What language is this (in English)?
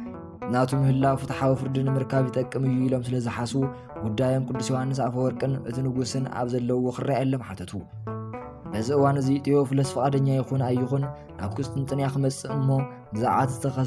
Tigrinya